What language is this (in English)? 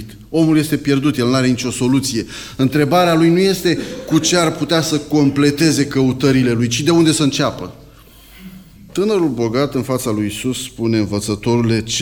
Romanian